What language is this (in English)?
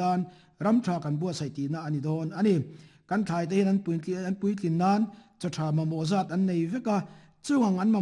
Mizo